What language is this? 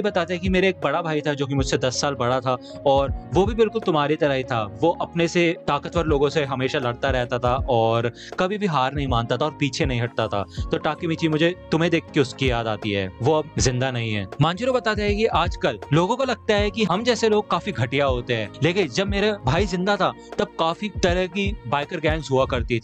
Hindi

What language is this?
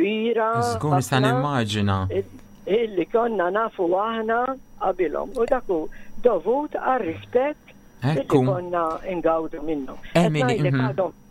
Maltese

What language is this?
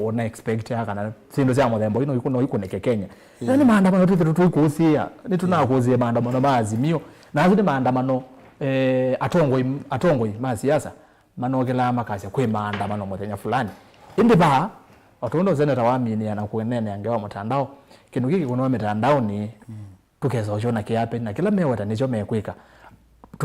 Kamba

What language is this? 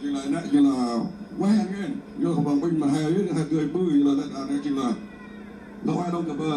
Central Mnong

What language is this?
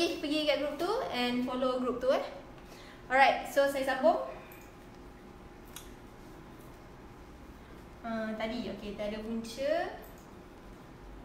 Malay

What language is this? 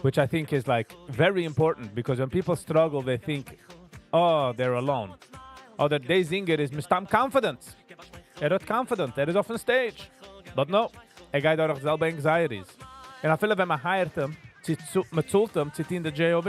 Yiddish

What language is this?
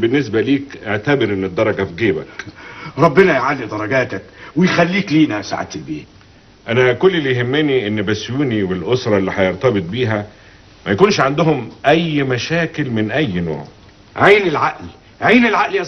Egyptian Arabic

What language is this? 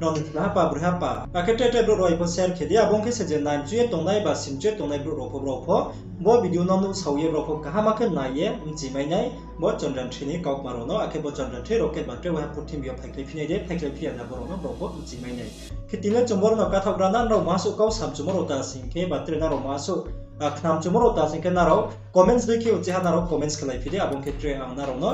Riang (India)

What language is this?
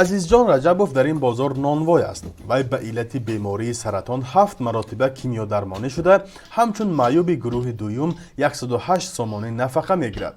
Tajik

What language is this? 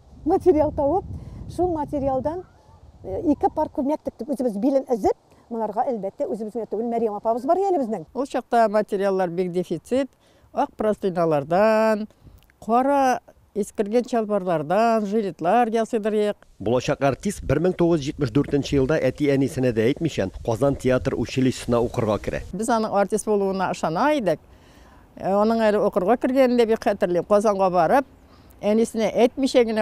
Tatar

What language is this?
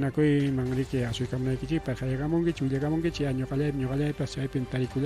Ayacucho Quechua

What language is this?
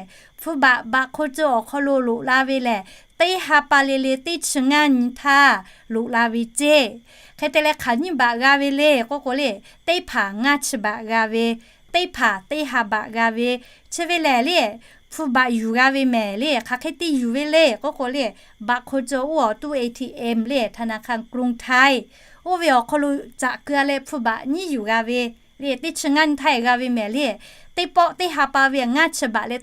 Lahu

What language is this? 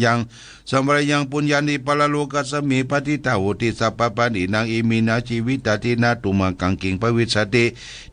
Pali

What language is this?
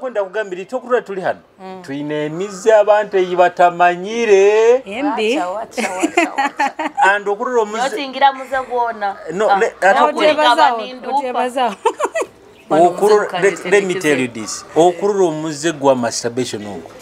Nyoro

